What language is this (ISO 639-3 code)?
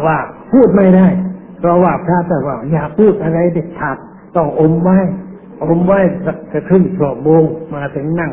tha